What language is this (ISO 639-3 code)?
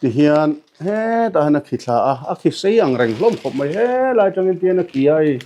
lus